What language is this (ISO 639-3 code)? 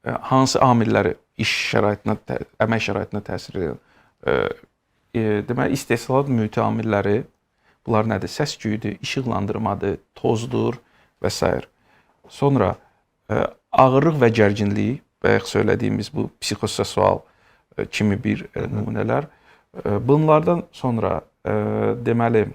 aze